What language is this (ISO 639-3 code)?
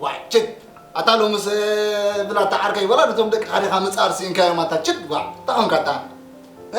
tir